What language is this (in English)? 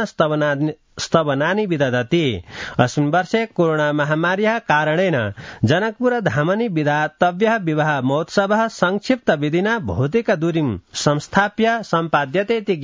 Sanskrit